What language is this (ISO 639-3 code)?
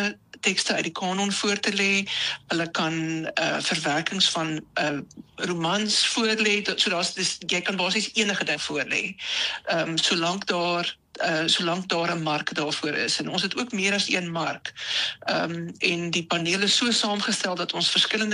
afr